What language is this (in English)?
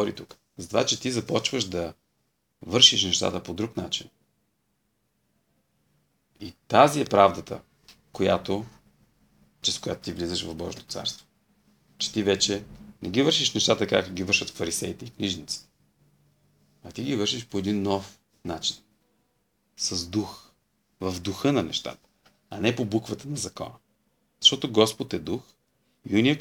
Bulgarian